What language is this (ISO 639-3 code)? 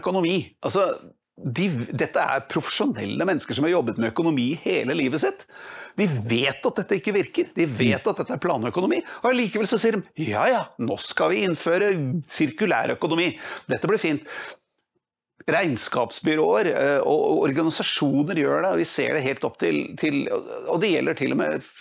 nor